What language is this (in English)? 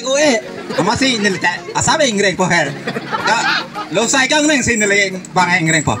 Karbi